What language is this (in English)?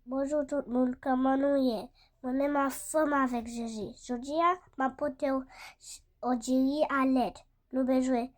Haitian Creole